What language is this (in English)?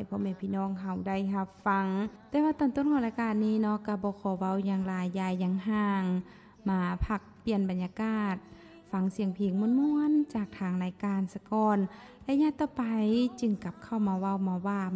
Lao